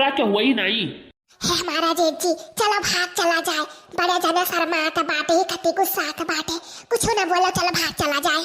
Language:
Awadhi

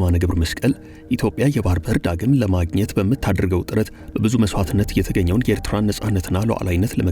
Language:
Amharic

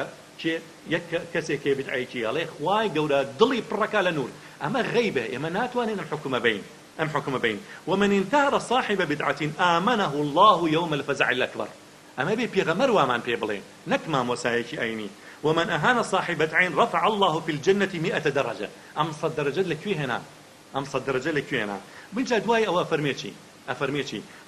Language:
Central Kurdish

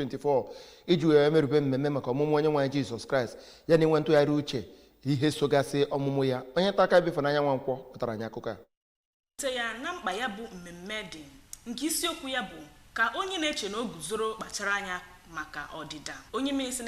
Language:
Igbo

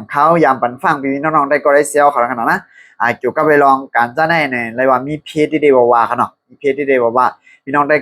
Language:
Shan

